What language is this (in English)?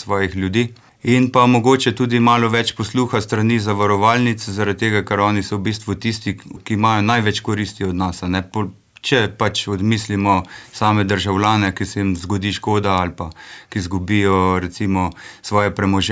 Slovenian